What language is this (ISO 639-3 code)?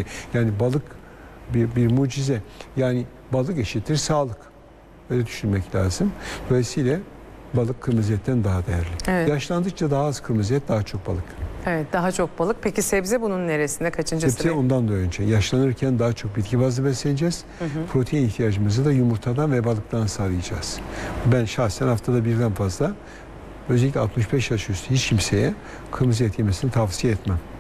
tur